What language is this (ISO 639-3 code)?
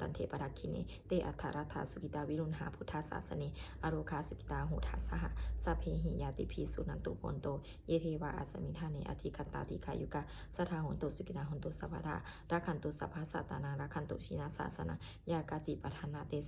pli